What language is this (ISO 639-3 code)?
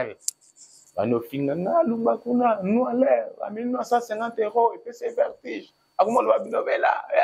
lin